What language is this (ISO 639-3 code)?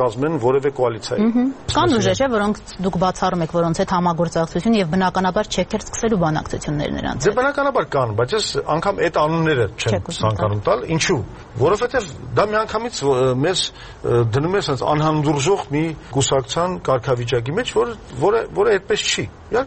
hye